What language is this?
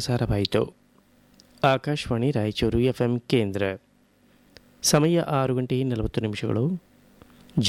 Kannada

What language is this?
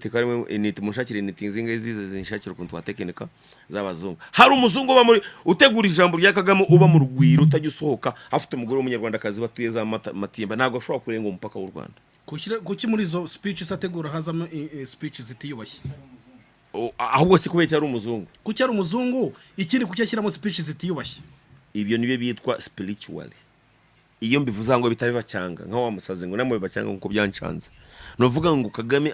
Kinyarwanda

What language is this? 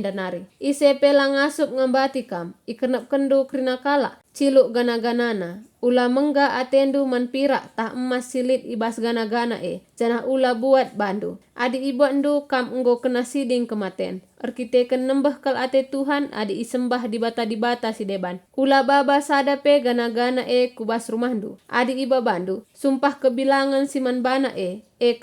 Batak Karo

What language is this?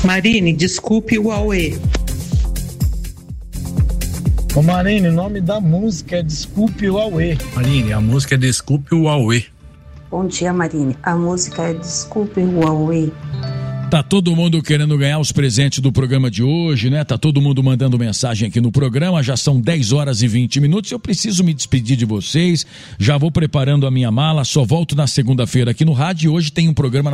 Portuguese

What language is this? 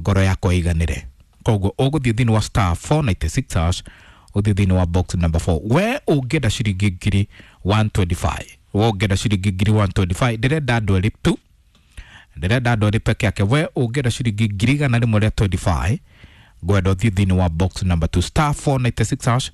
Kikuyu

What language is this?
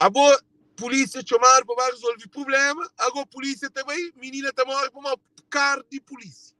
Kabuverdianu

